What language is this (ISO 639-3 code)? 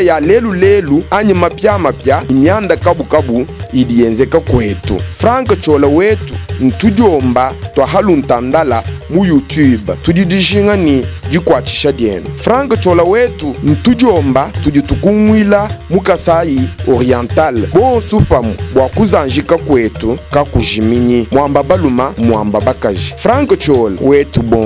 lua